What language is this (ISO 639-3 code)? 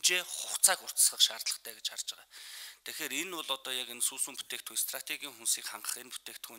mon